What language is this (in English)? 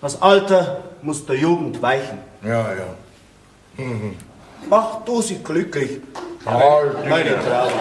Bavarian